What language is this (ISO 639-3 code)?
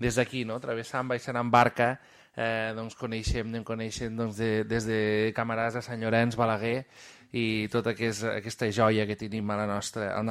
cat